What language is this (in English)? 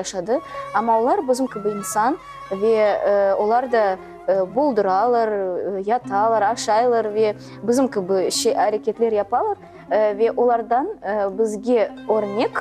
Crimean Tatar